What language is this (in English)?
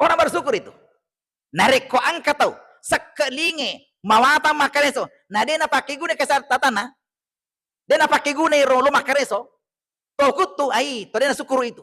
Buginese